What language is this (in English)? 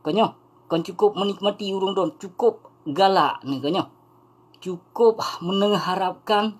Achinese